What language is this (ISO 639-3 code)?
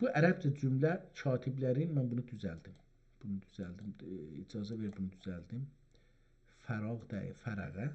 azb